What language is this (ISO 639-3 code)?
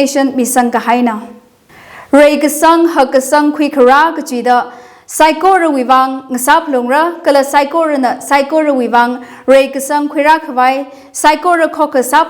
nmf